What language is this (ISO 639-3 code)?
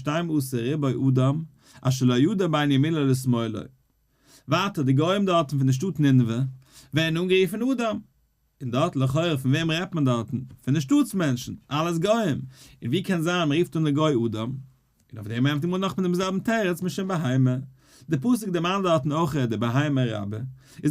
yid